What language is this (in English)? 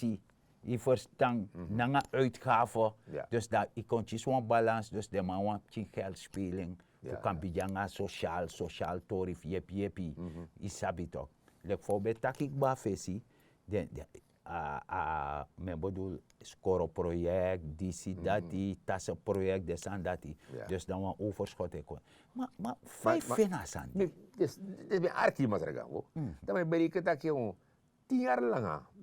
Sranan Tongo